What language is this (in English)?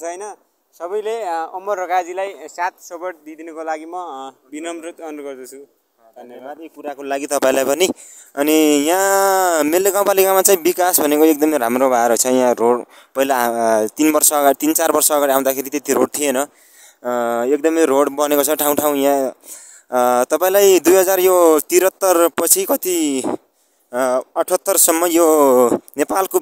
Nepali